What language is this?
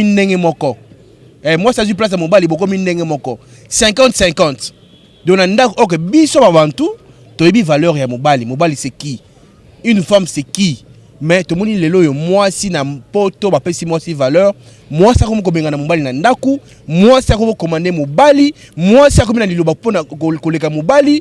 Lingala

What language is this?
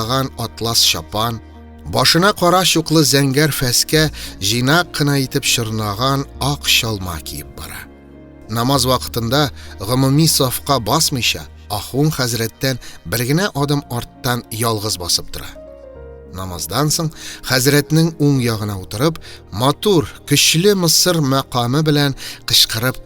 Tatar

